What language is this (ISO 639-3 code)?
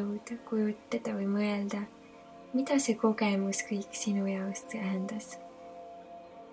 est